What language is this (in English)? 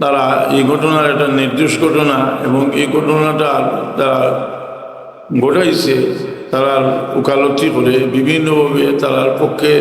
Sylheti